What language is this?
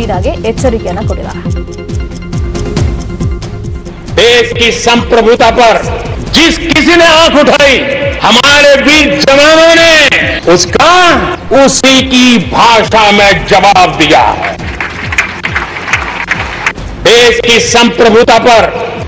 Kannada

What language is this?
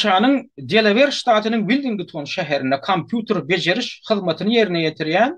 Turkmen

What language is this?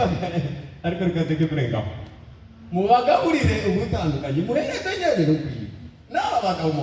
Kinyarwanda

